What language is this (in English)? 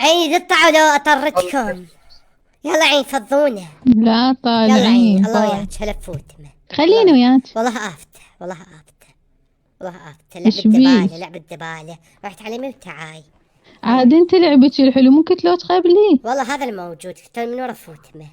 Mesopotamian Arabic